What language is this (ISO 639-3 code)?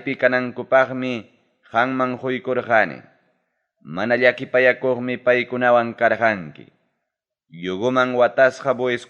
quy